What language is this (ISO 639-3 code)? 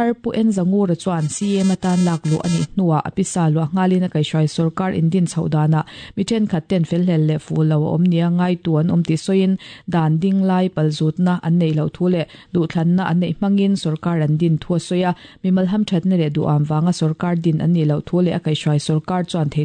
lus